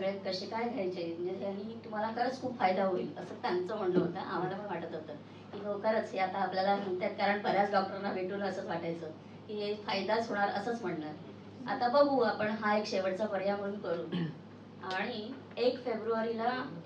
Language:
Marathi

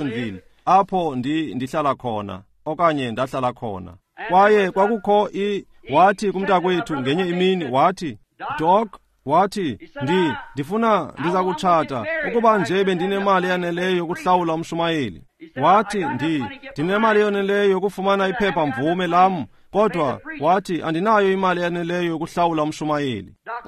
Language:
Xhosa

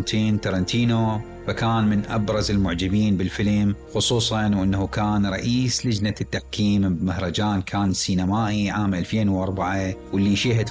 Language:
Mesopotamian Arabic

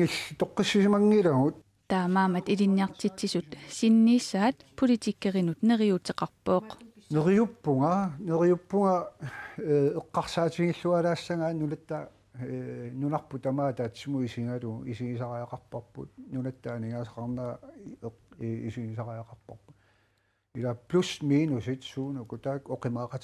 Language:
Kalaallisut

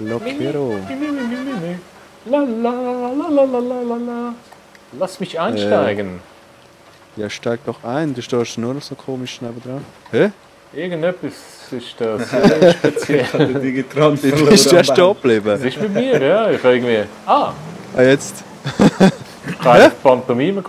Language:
Swiss German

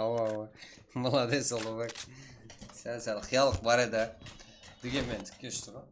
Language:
Kara-Kalpak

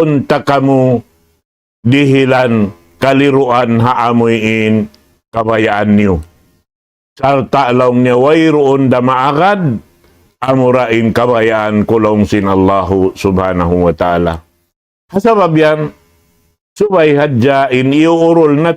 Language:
Tausug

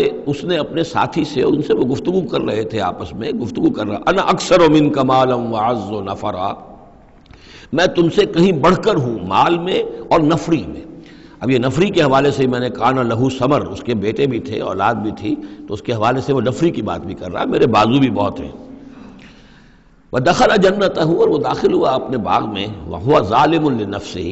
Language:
Urdu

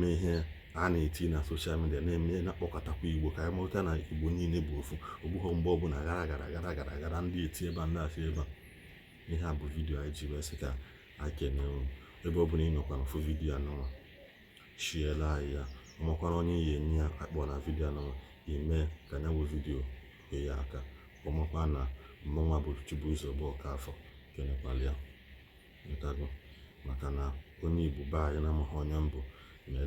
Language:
Igbo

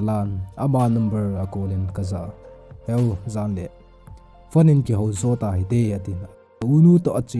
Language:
Thado Chin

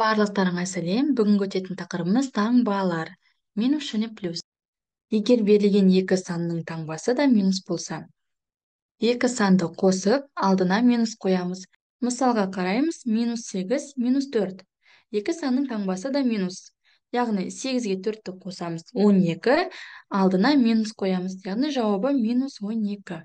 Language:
Kazakh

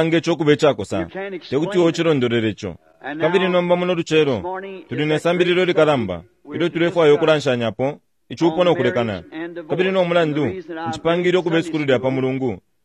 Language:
Bemba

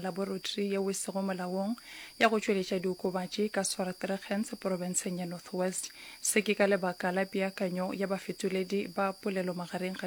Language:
Northern Sotho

